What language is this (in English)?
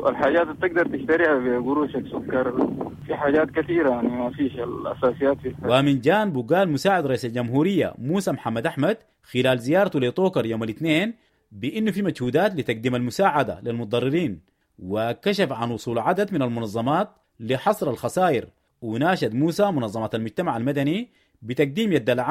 Sudanese Arabic